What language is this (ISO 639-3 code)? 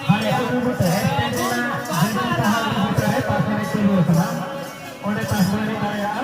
sat